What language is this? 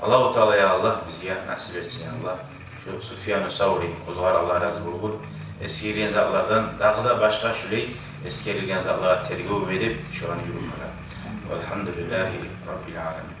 Kumyk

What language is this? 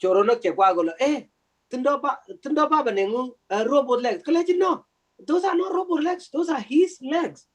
Kalenjin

